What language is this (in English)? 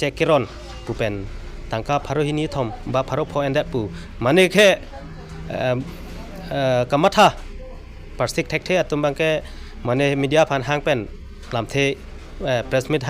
Karbi